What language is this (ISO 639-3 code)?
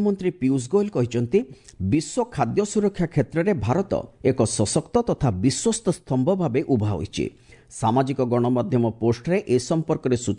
ori